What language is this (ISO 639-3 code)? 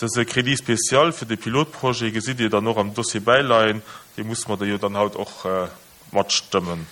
ltz